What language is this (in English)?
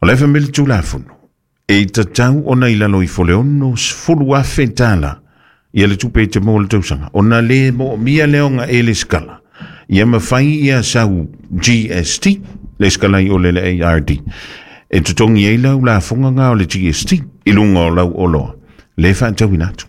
Samoan